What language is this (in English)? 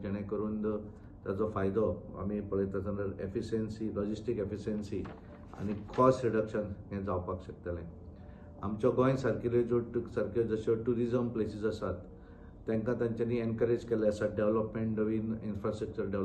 Konkani